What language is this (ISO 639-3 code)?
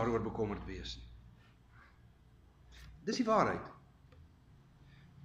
afr